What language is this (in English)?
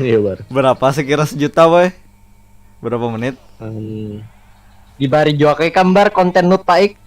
Banjar